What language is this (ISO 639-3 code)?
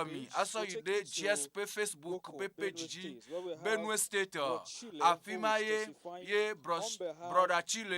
ewe